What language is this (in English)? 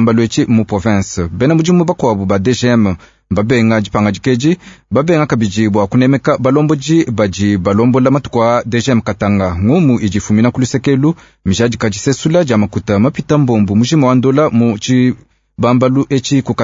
Luba-Lulua